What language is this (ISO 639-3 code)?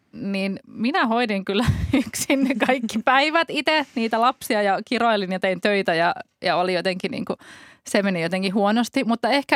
fin